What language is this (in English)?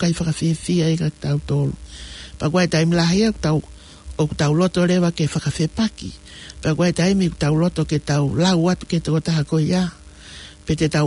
Tongan